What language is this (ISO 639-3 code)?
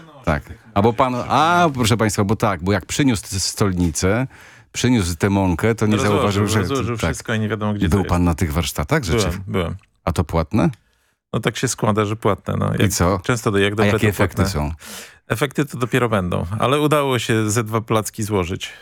pol